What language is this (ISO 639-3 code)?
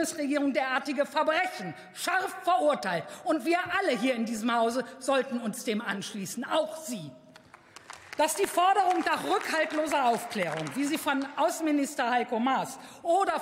deu